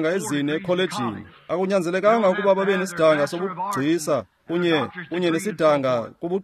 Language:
Xhosa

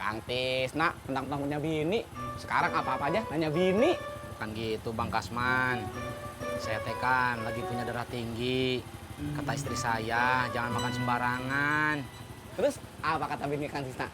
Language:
Betawi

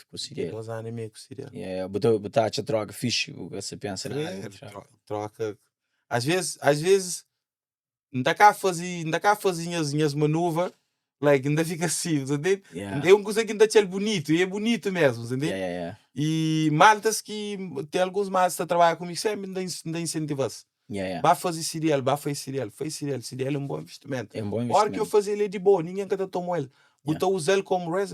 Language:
Kabuverdianu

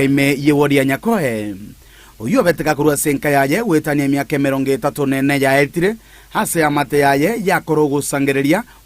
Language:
Gusii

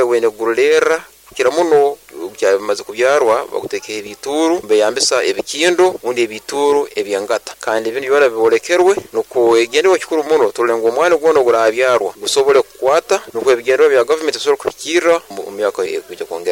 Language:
Nyoro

